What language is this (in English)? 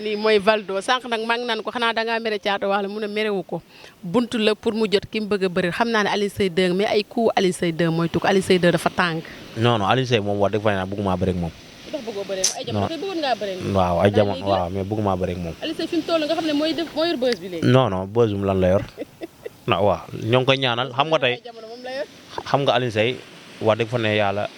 Wolof